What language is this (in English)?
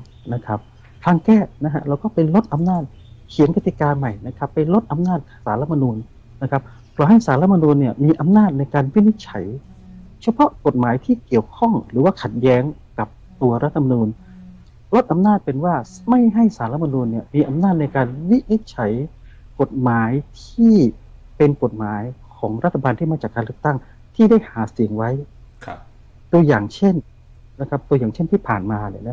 Thai